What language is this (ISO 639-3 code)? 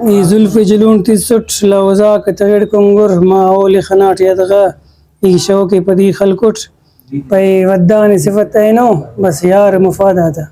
brh